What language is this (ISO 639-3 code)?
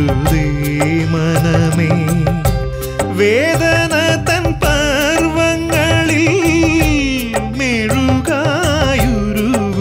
mal